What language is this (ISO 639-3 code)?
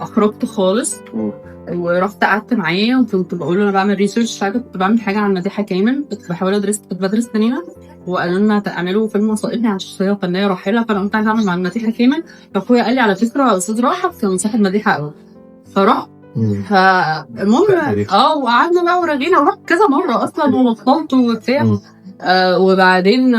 arz